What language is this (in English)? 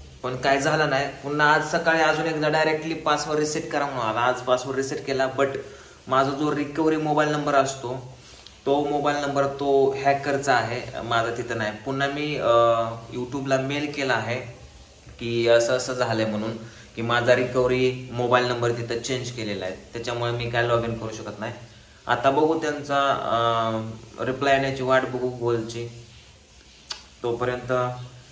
Marathi